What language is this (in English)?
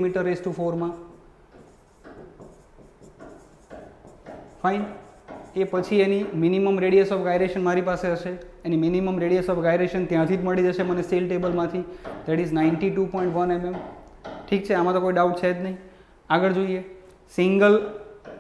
Gujarati